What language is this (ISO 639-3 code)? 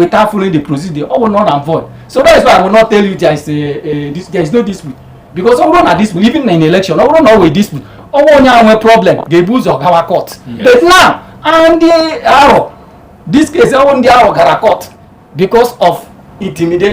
ibo